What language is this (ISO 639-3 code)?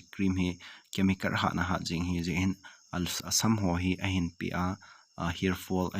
tcz